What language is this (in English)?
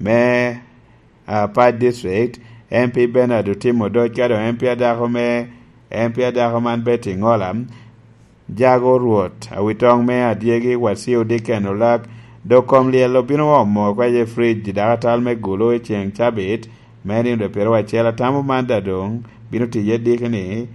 Lango (Uganda)